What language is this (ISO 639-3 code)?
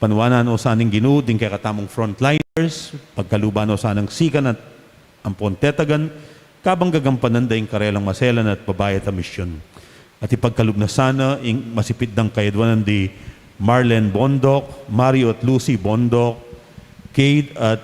pam